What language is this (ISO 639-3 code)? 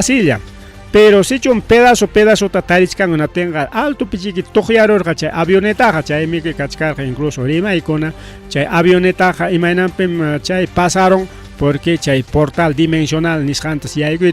quy